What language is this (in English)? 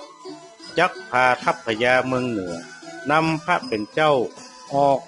Northern Thai